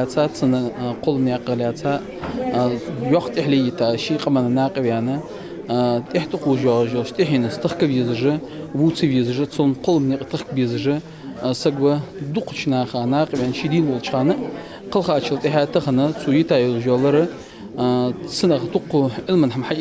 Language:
Ingush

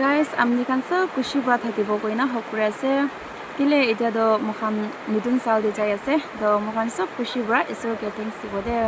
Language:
Naga Pidgin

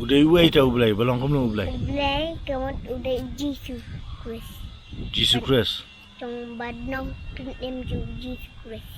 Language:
Khasi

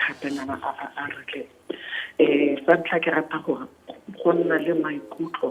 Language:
Tswana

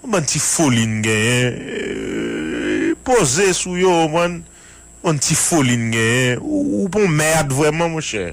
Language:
Haitian Creole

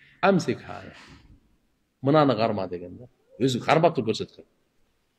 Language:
Kyrgyz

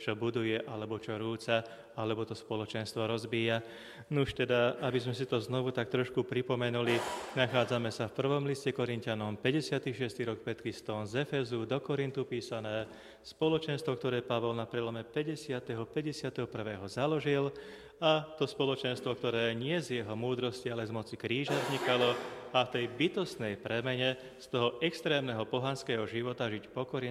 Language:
Slovak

